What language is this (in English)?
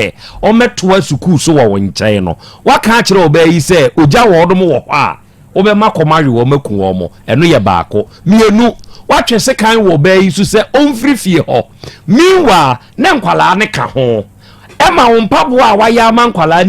Akan